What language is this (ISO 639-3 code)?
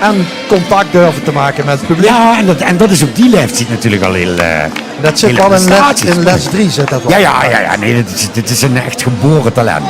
lim